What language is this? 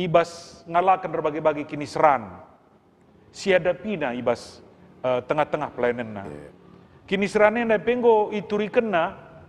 Batak Karo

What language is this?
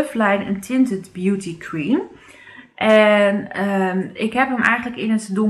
Dutch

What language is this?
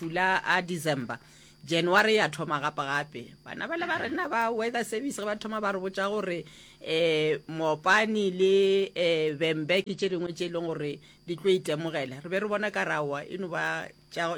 Northern Sotho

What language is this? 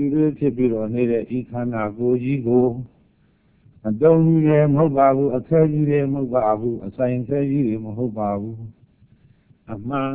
Burmese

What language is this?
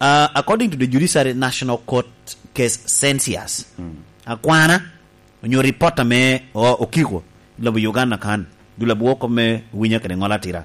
Lango (Uganda)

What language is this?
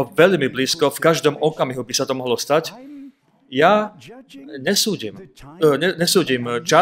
Slovak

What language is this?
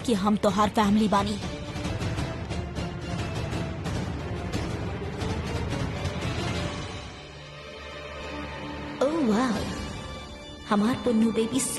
Bhojpuri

